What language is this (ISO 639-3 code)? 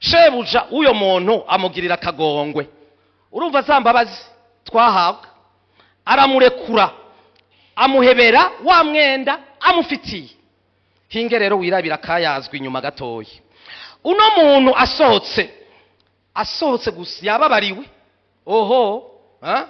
run